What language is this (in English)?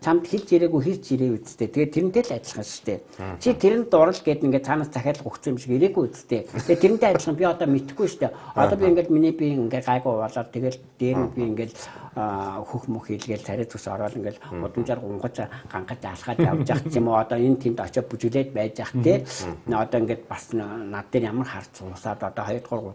Mongolian